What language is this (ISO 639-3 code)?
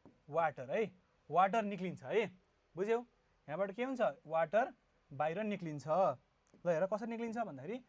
nep